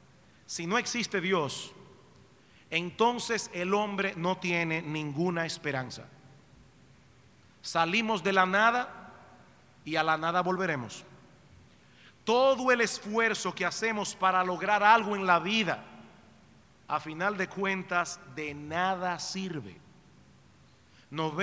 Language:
Spanish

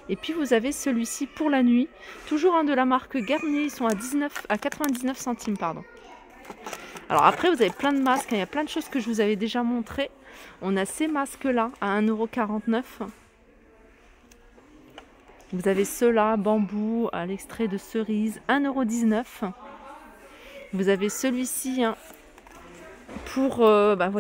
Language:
French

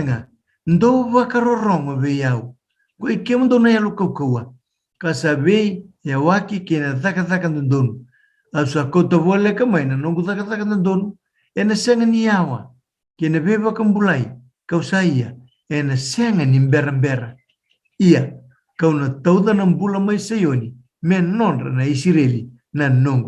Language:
Fijian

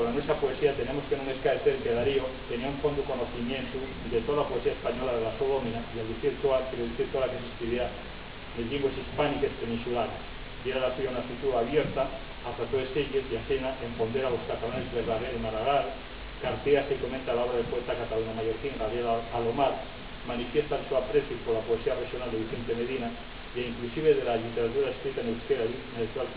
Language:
Asturian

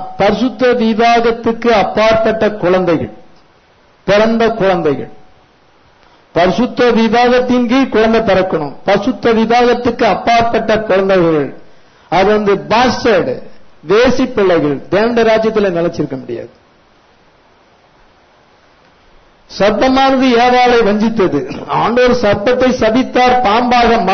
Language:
Tamil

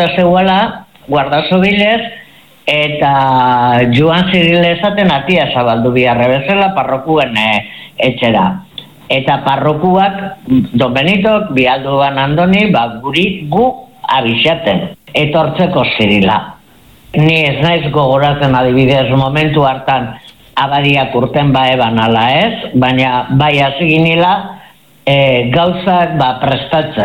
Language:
Basque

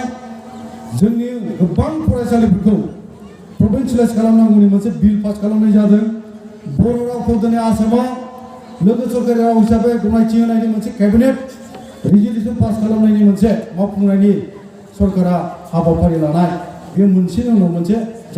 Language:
Bodo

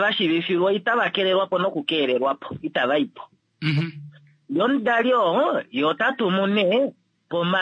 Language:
Kuanyama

